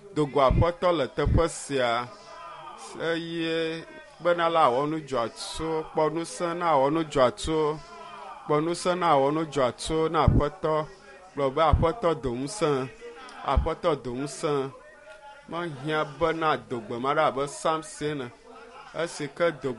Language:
Ewe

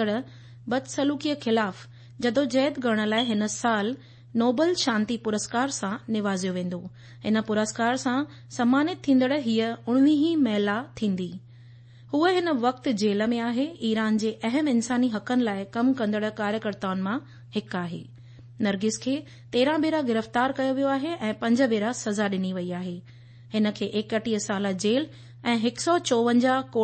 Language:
Sindhi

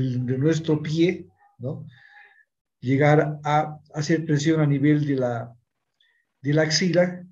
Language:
Spanish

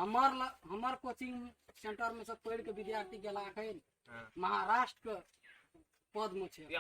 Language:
Maithili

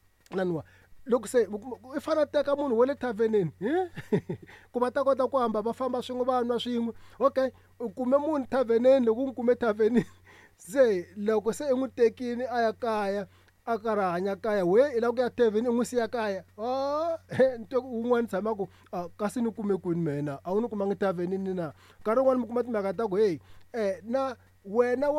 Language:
Tsonga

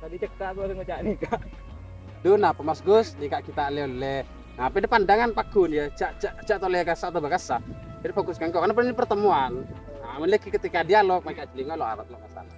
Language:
Madurese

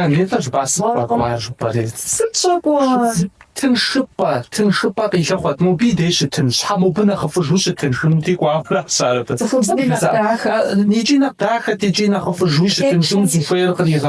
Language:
Kabardian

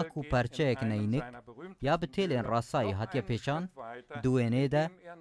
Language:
Kurdish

